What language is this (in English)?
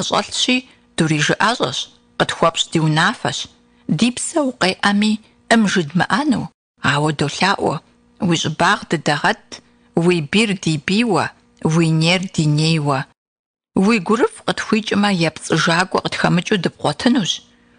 Kabardian